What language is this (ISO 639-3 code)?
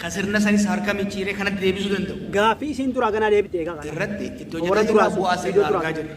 orm